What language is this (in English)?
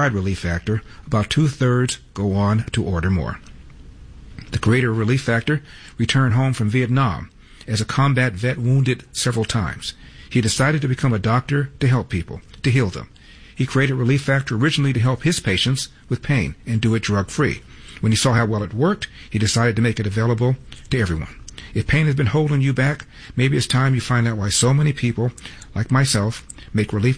English